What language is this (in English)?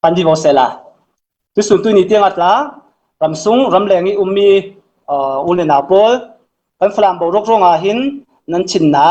Falam Chin